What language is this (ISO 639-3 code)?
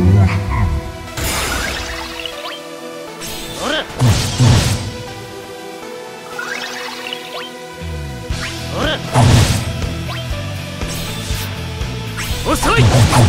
jpn